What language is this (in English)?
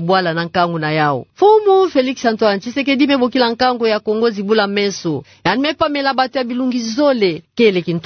Kituba (Democratic Republic of Congo)